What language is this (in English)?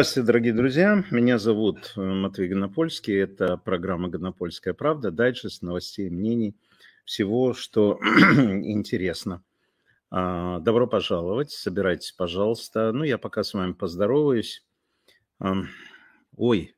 Russian